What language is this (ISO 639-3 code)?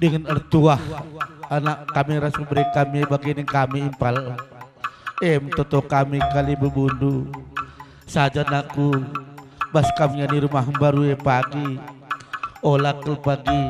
btx